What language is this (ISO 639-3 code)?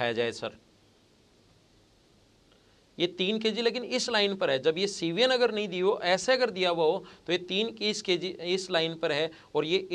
hin